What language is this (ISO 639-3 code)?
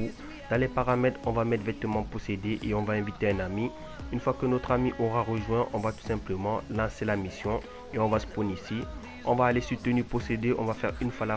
fra